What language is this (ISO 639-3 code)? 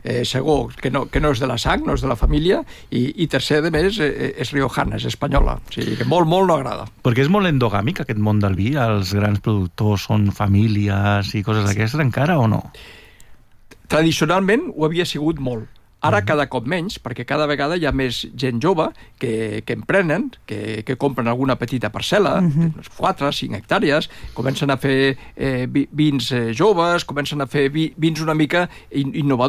cat